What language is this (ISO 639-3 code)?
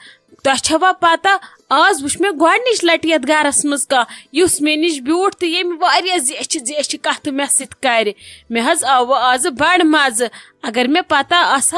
kas